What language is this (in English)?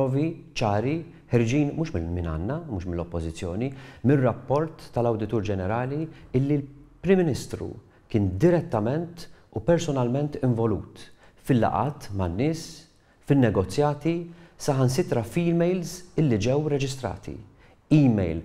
Maltese